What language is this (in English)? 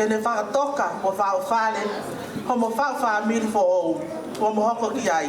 Tongan